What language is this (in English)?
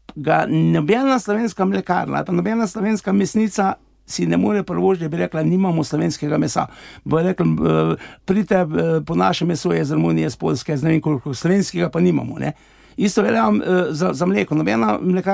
Slovenian